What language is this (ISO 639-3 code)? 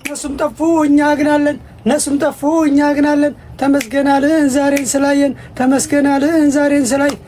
amh